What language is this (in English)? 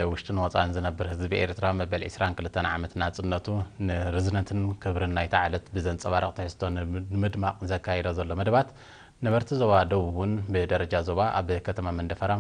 Tigrinya